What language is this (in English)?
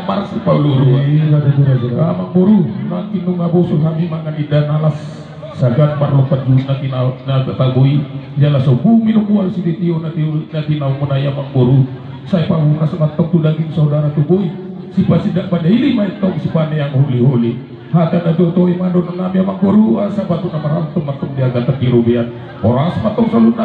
Batak Toba